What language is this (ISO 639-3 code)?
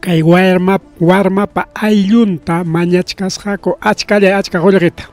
quy